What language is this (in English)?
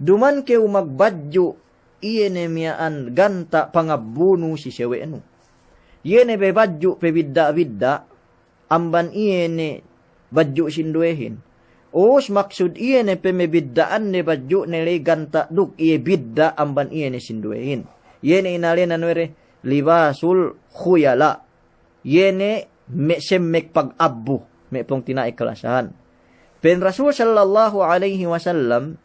Yakan